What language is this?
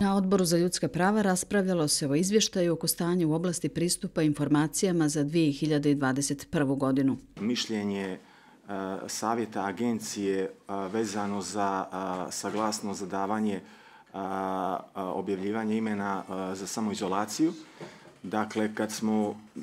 Croatian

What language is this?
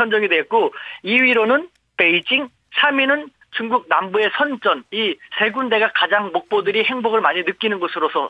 Korean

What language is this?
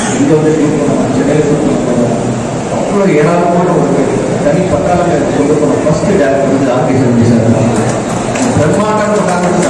Tamil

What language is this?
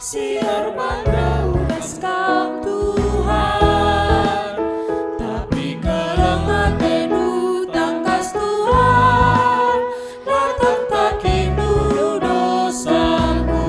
Batak Karo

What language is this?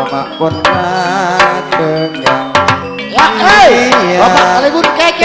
Madurese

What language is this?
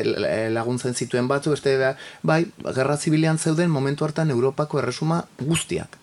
Basque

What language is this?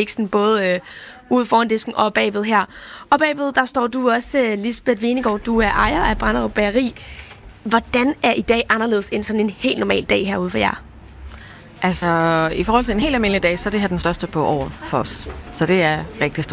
Danish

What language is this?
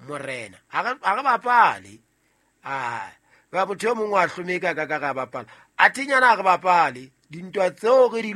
Southern Sotho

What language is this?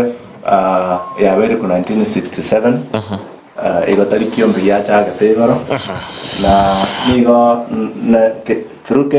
Gusii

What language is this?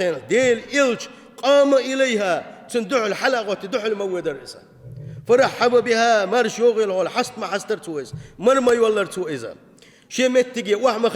Chechen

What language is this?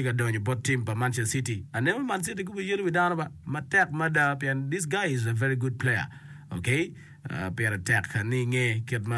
Acoli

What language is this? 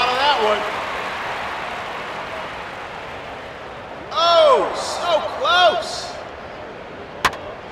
English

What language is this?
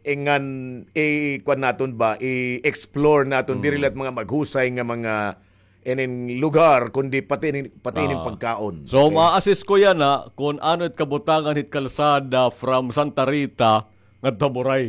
Waray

